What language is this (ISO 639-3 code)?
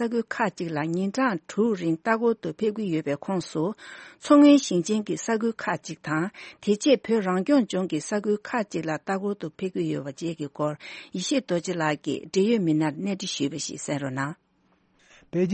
bod